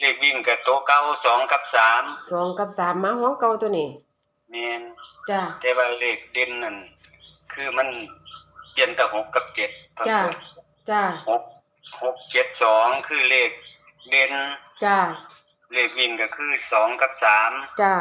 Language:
Northeastern Thai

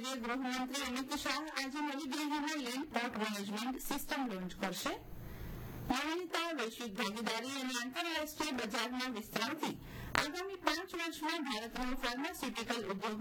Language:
Gujarati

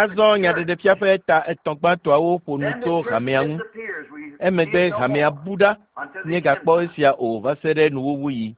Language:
Ewe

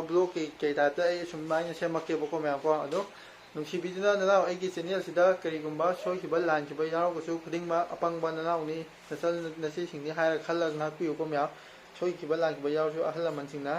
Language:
Manipuri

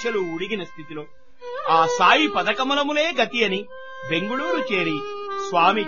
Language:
Telugu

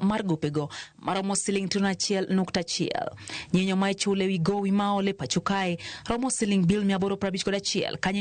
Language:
Luo (Kenya and Tanzania)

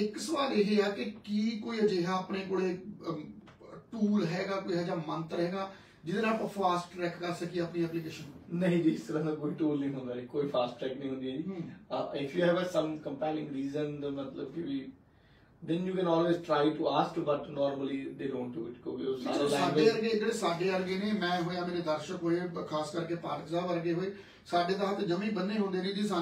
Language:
Punjabi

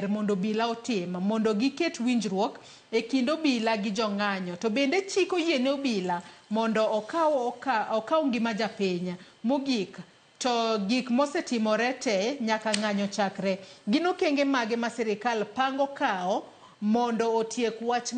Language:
Luo (Kenya and Tanzania)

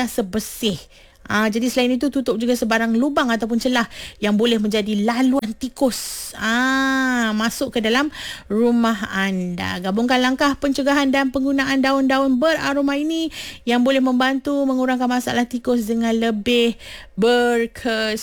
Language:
Malay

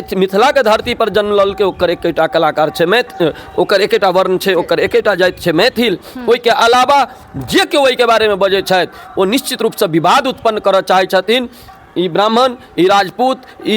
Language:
Maithili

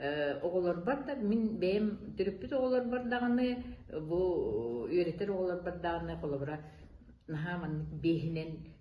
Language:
Yakut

